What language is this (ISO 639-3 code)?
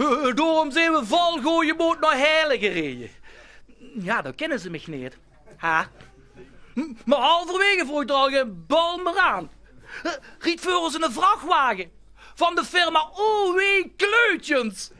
lim